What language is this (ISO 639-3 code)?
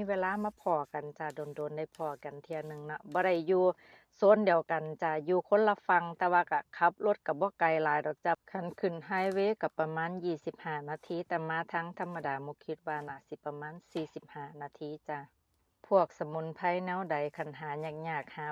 tts